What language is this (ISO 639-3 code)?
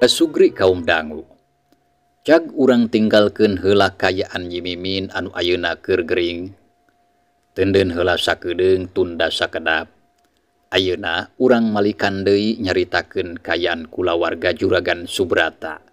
sun